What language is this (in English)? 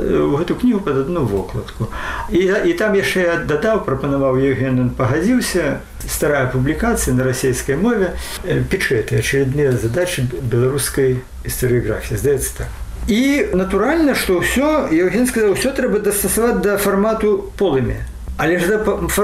Belarusian